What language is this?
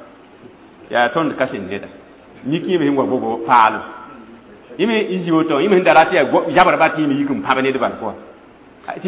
Mossi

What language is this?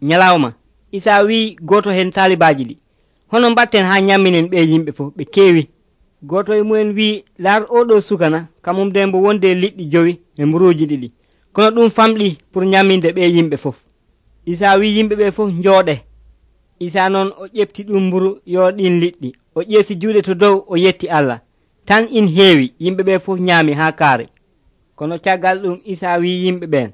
Nigerian Fulfulde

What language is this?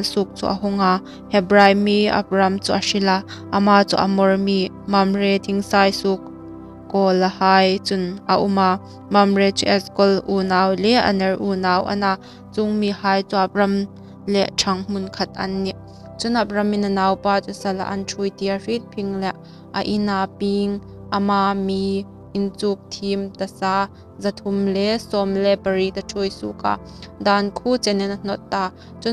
Hmar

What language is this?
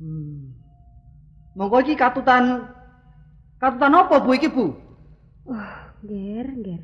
Javanese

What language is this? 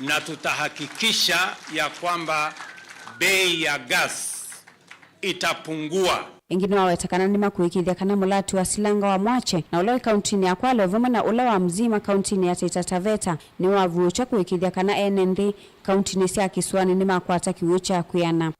Kamba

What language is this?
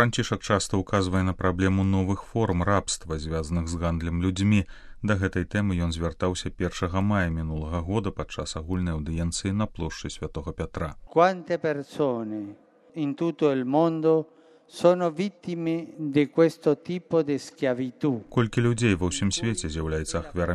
Belarusian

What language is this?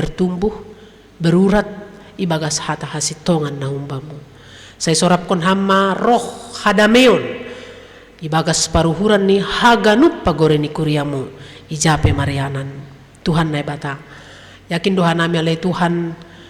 Batak Simalungun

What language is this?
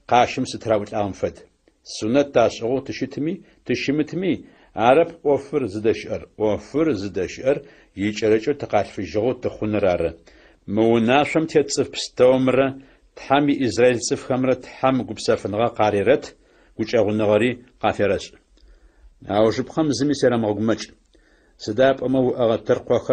Adyghe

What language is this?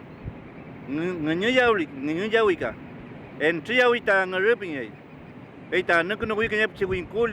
Mapuche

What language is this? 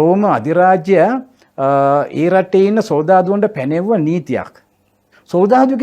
Sinhala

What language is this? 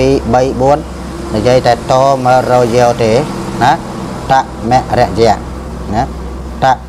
Khmer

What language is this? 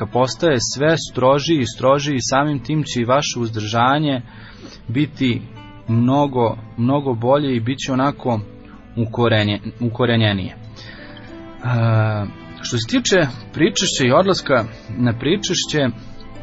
Serbian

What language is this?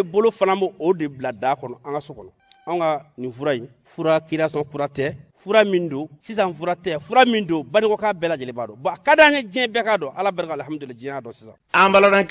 Bambara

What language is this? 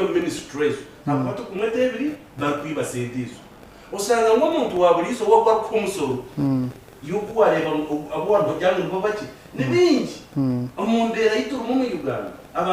Nyankole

